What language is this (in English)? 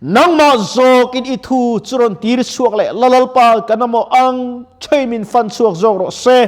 Mizo